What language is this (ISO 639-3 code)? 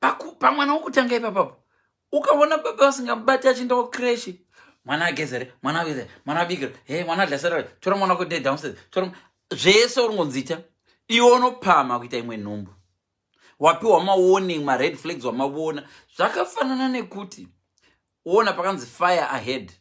sna